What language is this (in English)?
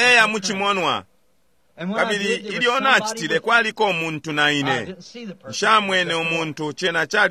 Bemba